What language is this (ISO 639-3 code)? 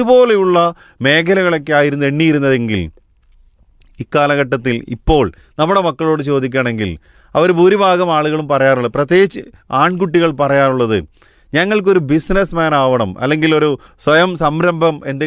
mal